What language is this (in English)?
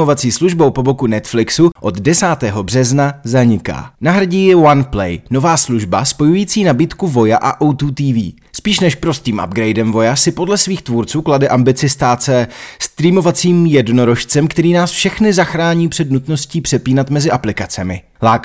Czech